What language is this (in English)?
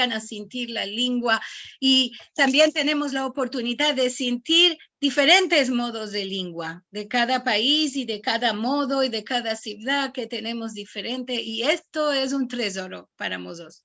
Ladino